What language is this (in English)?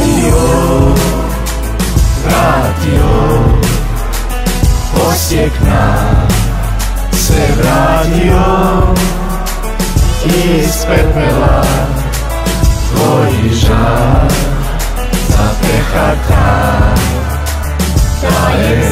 Croatian